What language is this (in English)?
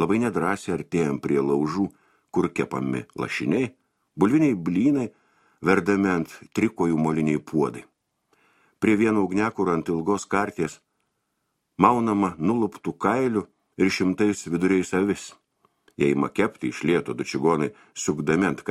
Lithuanian